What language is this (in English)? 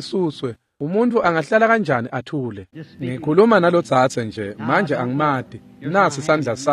Swati